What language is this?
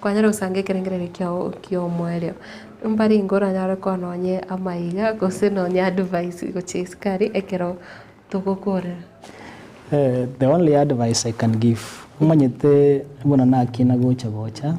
Gusii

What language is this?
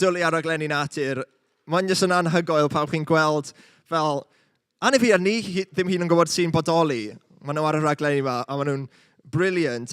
Welsh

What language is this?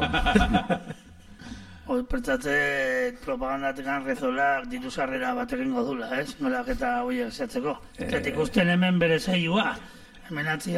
Basque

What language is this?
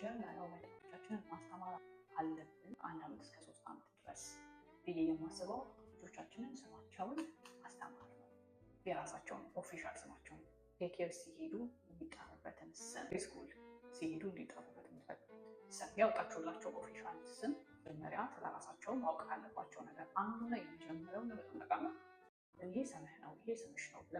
Amharic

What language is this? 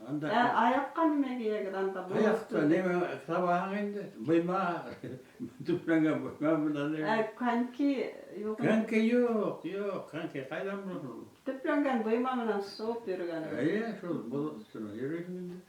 Bashkir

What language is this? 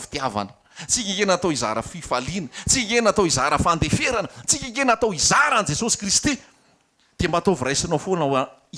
Malagasy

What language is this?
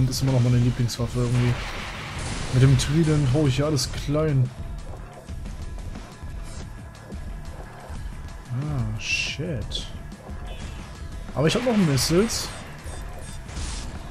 German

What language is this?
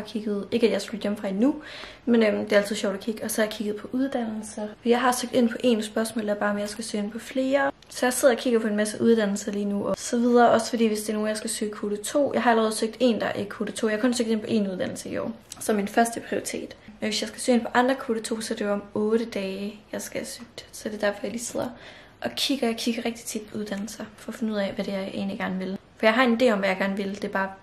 Danish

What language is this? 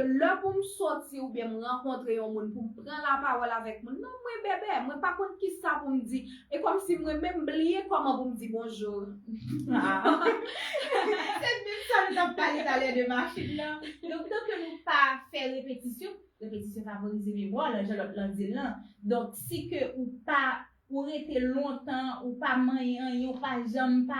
Haitian Creole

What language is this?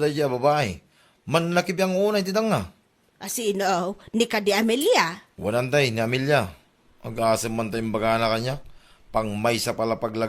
Iloko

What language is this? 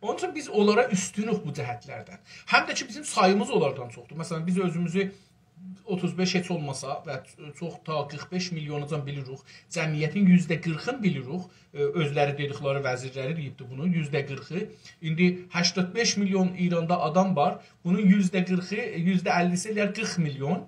South Azerbaijani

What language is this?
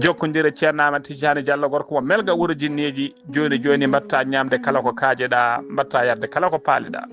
Fula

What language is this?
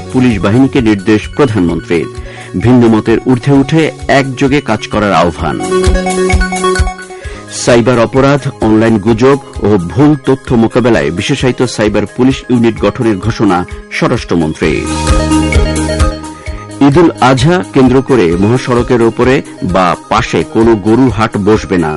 Bangla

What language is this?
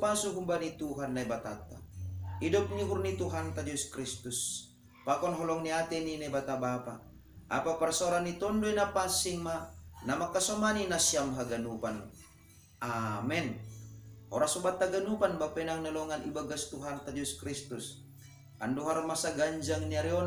Batak Simalungun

